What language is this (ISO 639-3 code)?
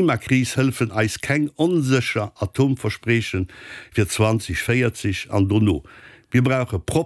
ltz